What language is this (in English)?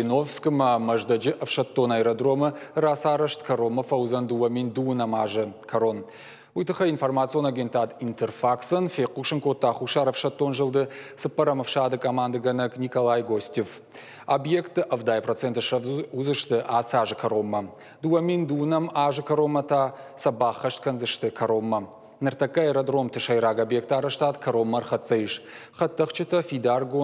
Ossetic